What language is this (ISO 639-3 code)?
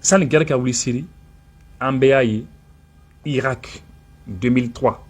bam